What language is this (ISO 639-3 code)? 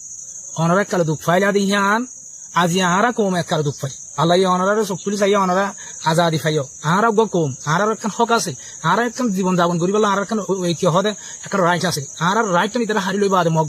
rhg